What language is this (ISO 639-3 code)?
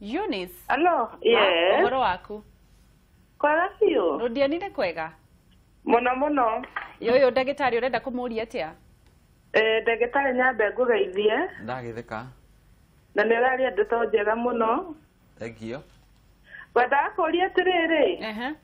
kik